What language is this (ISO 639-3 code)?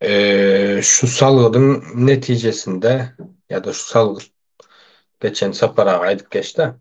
tuk